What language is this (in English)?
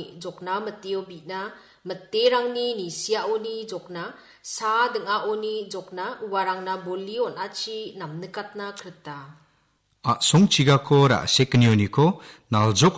Garo